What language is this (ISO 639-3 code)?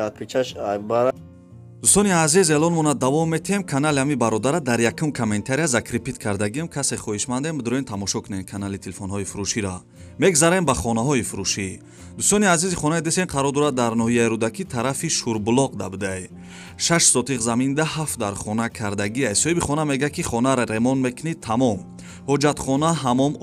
tgk